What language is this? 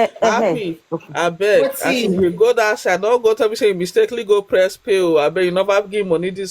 Nigerian Pidgin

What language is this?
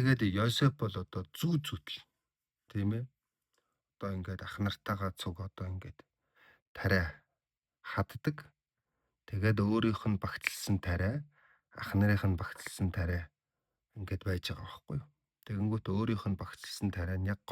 Mongolian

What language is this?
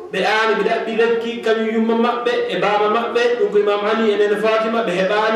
Fula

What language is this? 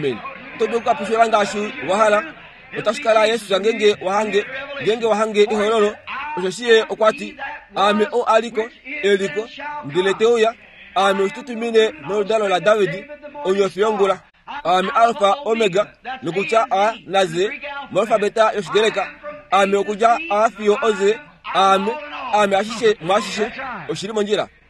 Kuanyama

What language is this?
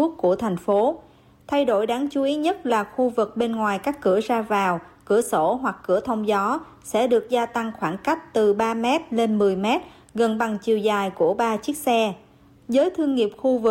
Vietnamese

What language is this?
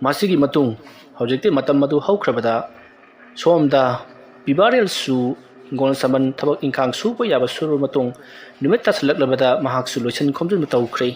Manipuri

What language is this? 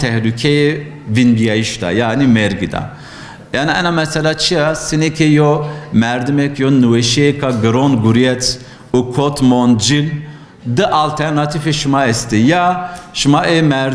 Zaza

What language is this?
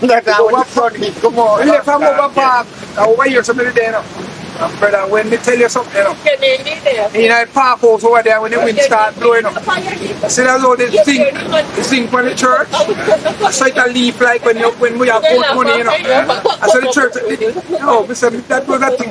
Jamaican Creole English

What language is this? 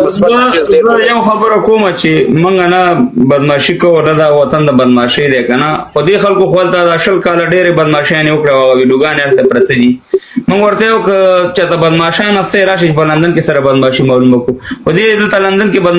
Pashto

